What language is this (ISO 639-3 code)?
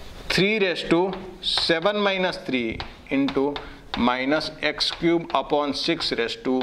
guj